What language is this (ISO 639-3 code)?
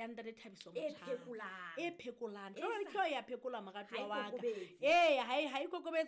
sot